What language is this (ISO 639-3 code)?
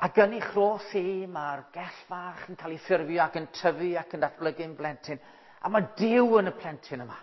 cym